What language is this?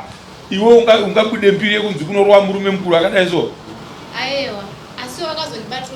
Shona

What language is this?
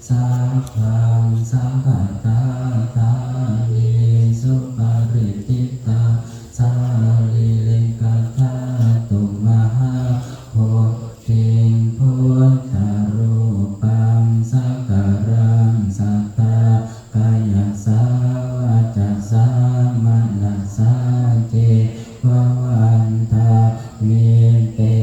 Pali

